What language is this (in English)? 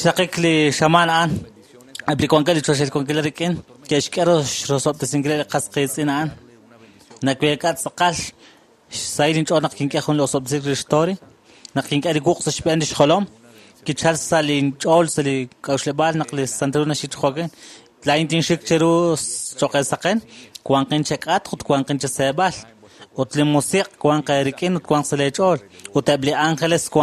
Kekchí